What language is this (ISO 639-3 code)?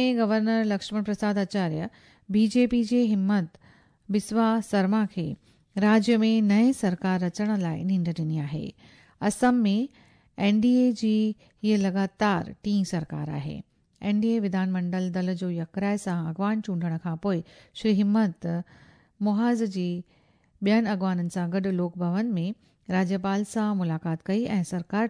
snd